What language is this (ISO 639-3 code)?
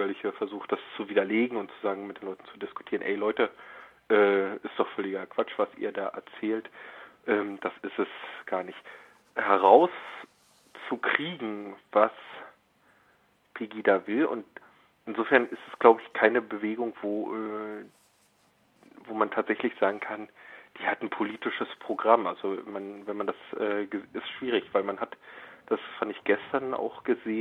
deu